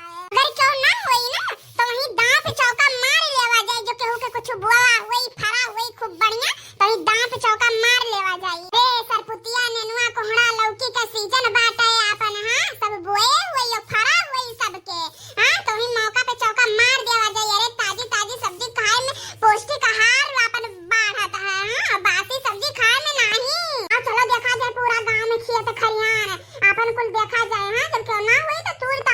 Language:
Awadhi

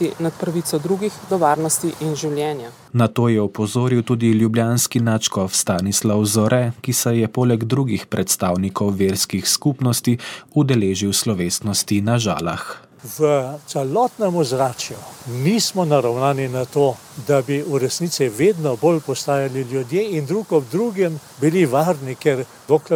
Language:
Slovenian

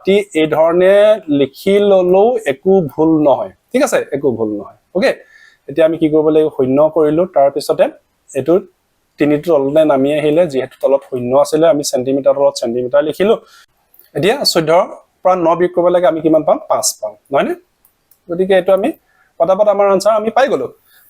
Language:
Assamese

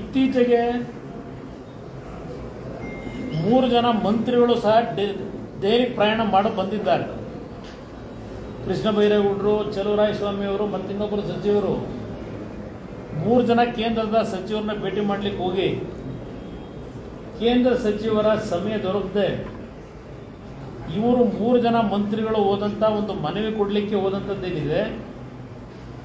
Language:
Kannada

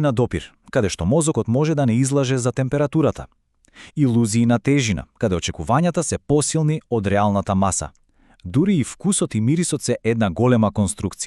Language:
Macedonian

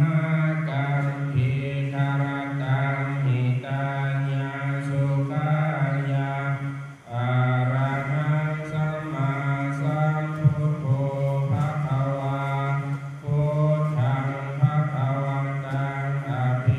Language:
Pali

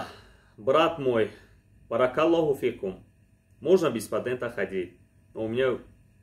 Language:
Tajik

